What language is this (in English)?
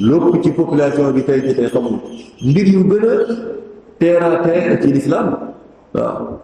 Wolof